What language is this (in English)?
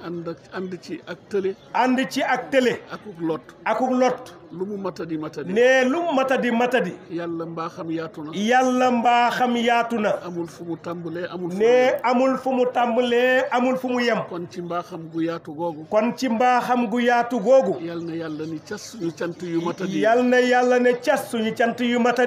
Wolof